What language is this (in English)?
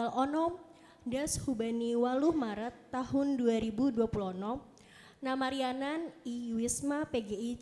Batak Simalungun